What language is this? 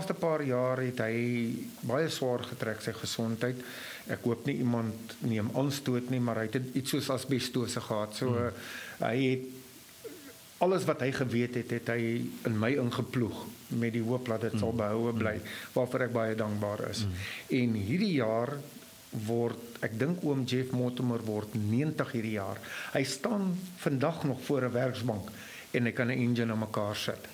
Afrikaans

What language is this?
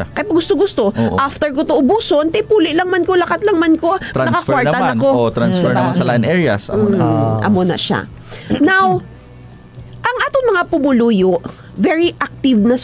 Hiligaynon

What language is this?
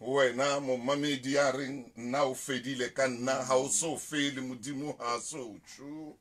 Southern Sotho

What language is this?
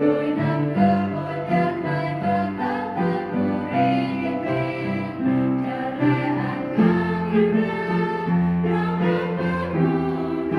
Central Mnong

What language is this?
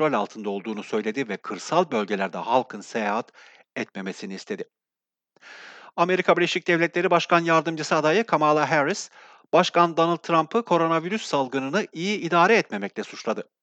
Turkish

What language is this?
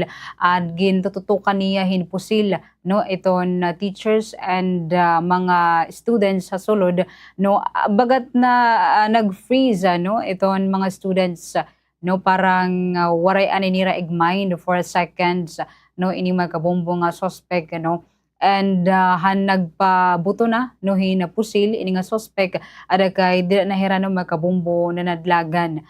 Waray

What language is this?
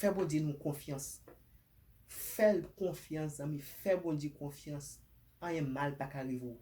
Haitian Creole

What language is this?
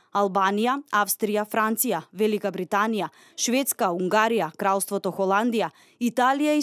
Macedonian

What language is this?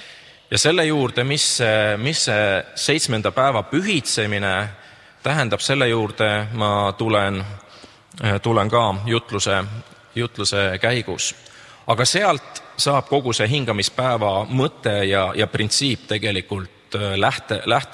Estonian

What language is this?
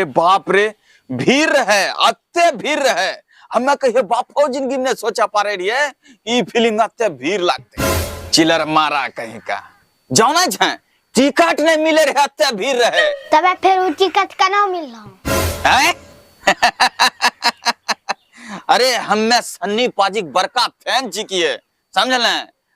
Angika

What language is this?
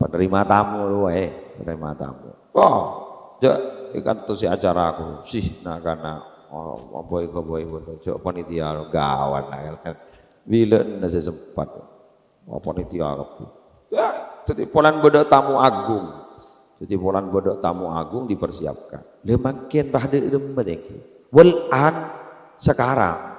Madurese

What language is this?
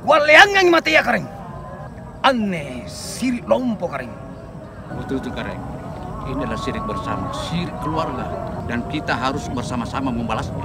Makassar Malay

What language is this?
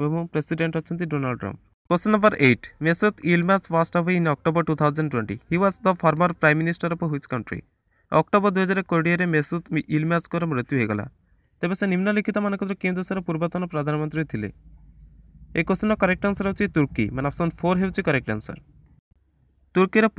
Odia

